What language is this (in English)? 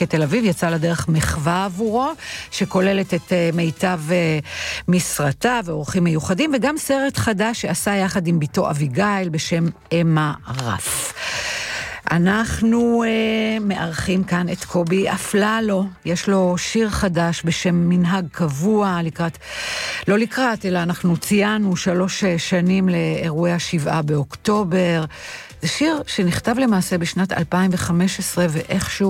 Hebrew